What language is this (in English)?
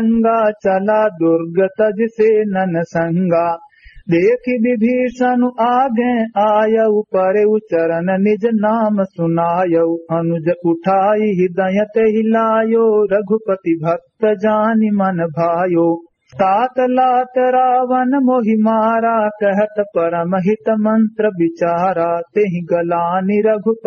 Awadhi